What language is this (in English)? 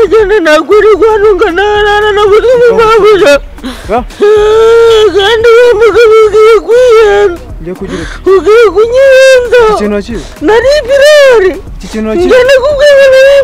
Kinyarwanda